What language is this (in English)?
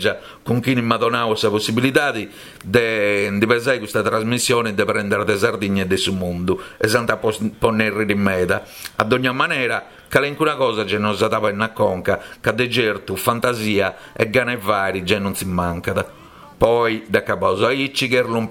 Sardinian